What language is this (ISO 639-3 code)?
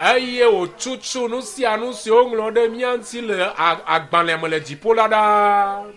ewe